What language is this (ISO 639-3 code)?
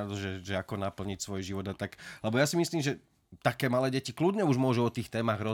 slk